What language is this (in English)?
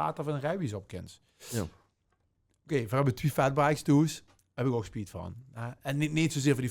Limburgish